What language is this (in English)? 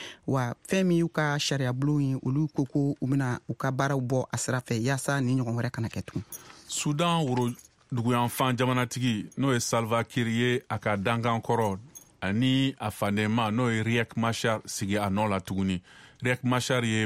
Bambara